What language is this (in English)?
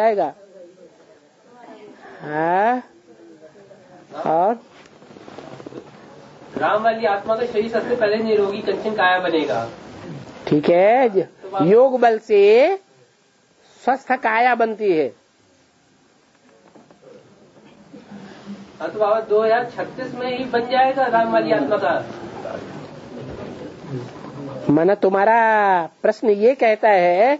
Hindi